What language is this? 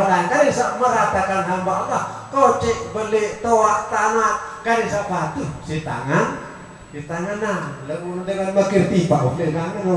Sasak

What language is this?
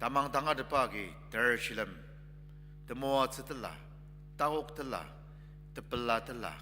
Ao Naga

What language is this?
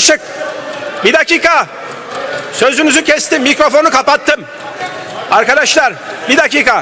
Turkish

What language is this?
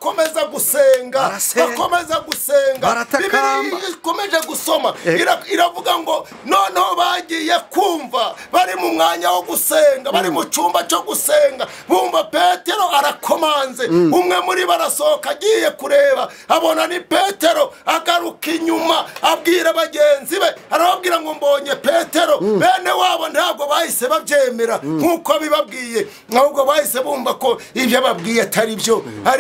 Kinyarwanda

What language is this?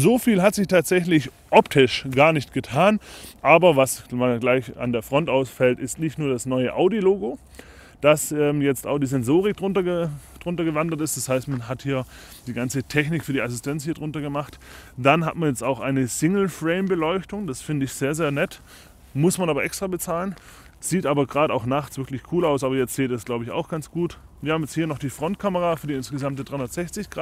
German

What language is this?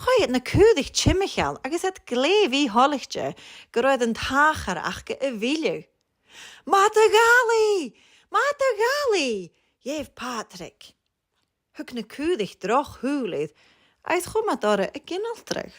Scottish Gaelic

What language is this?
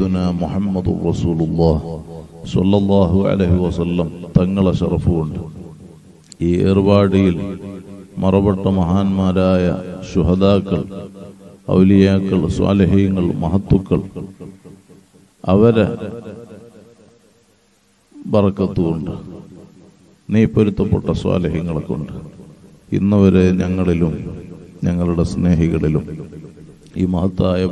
Malayalam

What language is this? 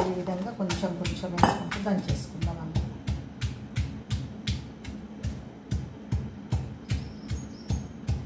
Telugu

